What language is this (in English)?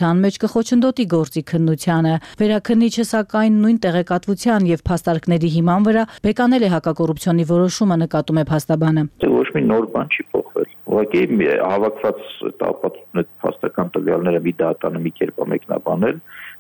Armenian